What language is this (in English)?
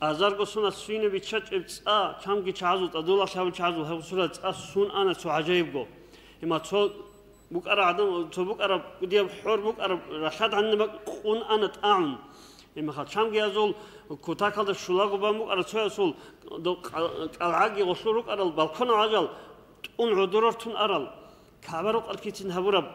Avaric